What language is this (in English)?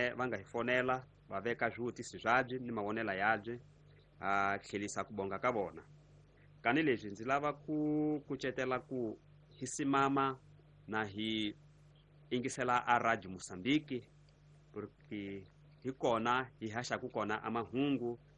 Tsonga